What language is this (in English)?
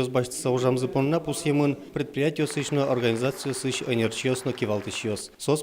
Udmurt